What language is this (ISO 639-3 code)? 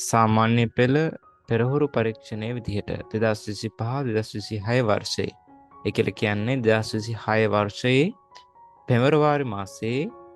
sin